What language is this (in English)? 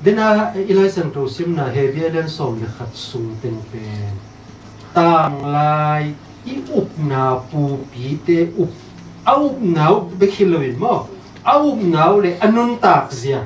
Tedim Chin